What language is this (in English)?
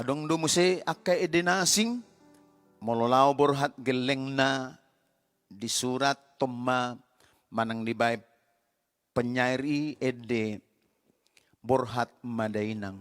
Batak Toba